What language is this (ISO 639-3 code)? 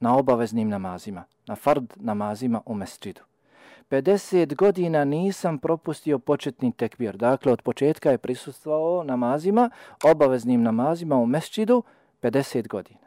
bos